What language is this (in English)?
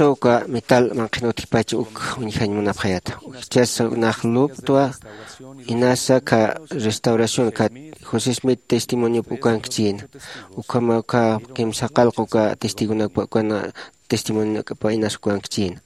Aymara